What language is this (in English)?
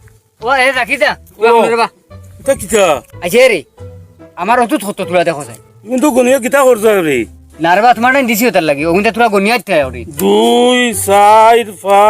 Sylheti